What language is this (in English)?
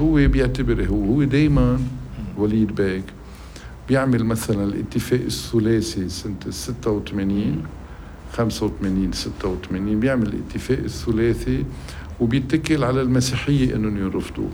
North Levantine Arabic